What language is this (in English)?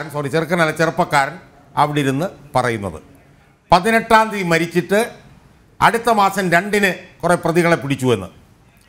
Malayalam